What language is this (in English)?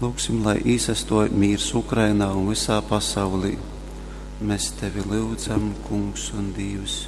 Latgalian